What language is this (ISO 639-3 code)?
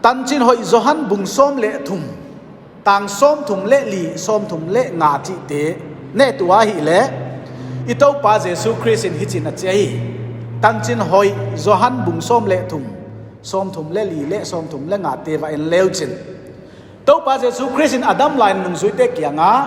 pck